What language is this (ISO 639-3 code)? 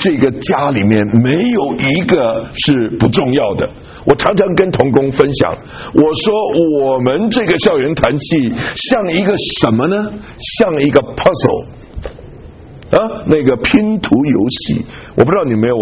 zho